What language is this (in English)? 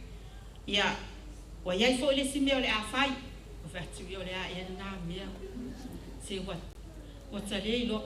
Samoan